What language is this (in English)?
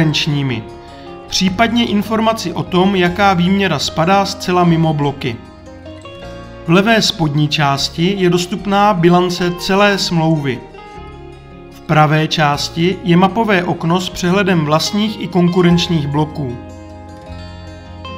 Czech